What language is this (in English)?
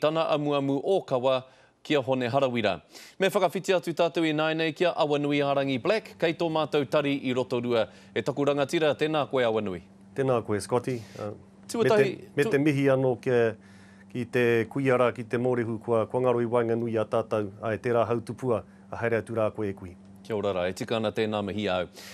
Māori